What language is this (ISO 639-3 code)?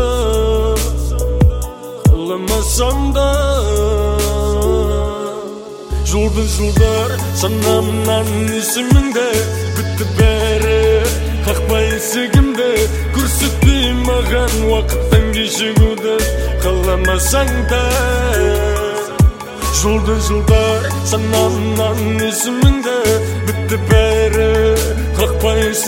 kaz